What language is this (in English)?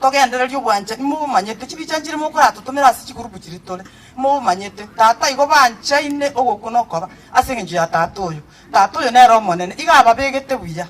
Gusii